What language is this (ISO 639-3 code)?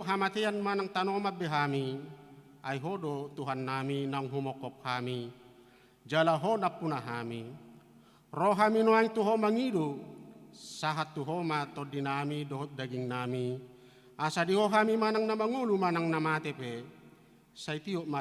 bbc